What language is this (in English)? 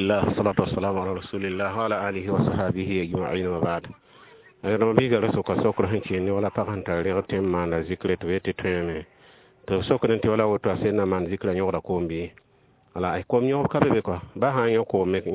Mossi